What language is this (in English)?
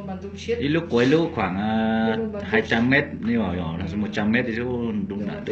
Hmong